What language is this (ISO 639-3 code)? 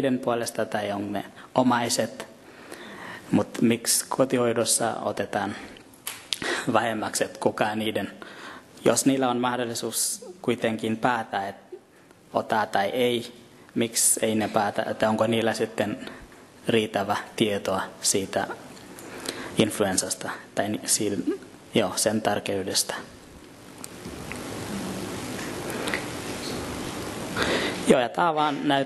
fin